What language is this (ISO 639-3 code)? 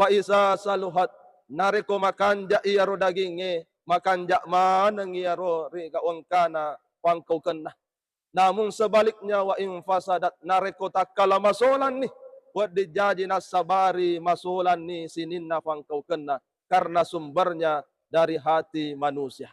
bug